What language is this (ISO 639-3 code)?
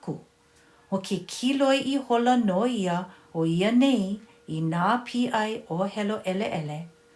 haw